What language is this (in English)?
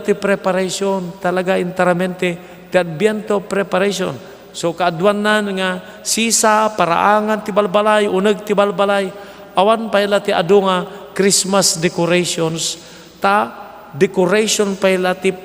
Iloko